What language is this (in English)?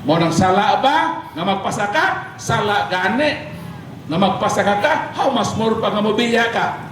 Cebuano